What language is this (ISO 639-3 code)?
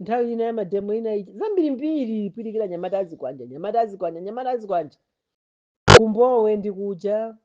nya